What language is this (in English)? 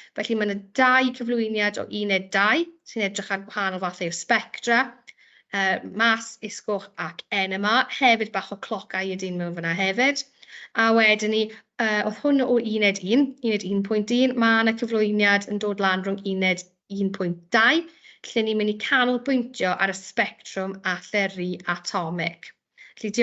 Welsh